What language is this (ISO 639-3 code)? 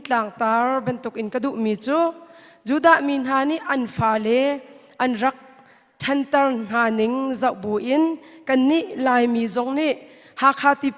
cnh